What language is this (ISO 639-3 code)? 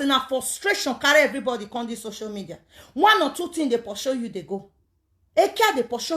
pcm